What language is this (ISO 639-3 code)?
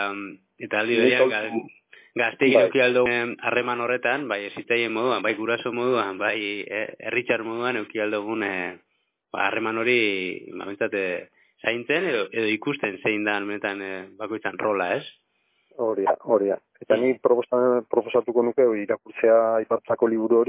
eus